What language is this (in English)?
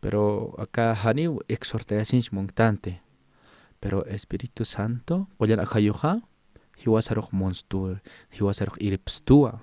Aymara